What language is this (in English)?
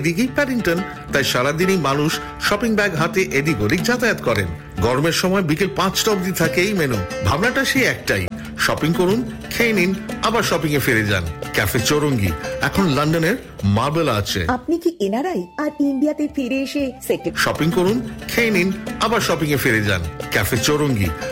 Bangla